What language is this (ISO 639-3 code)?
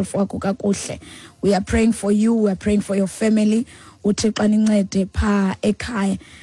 xho